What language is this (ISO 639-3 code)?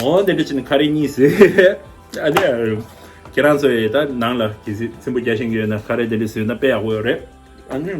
bod